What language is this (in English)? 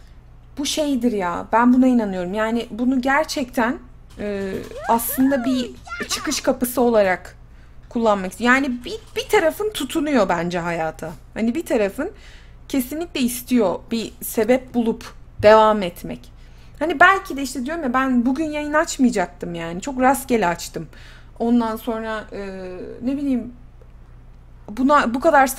Turkish